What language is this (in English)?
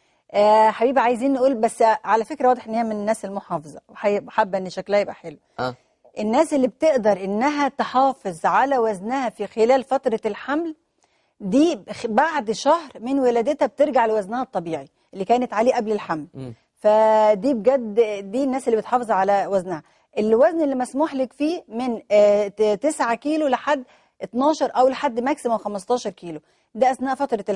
Egyptian Arabic